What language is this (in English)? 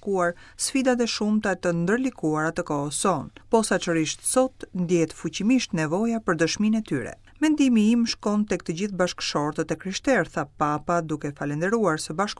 Albanian